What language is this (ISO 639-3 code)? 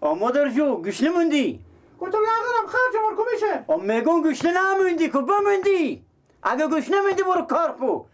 fas